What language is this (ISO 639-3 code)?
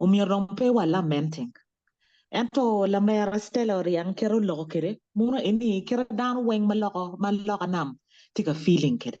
ach